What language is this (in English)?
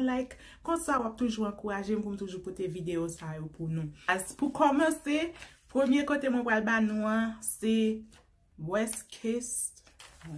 Haitian Creole